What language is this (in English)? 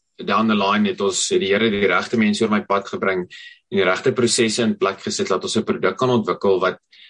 Afrikaans